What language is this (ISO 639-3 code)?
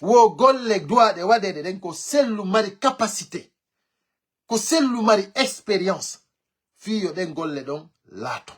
ful